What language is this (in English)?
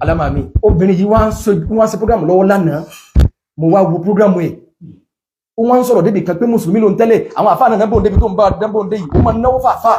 Yoruba